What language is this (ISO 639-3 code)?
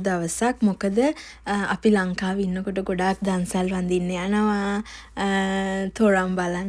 sin